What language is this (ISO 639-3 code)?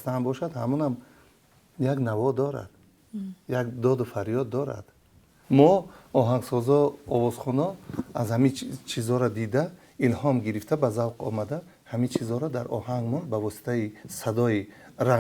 tgk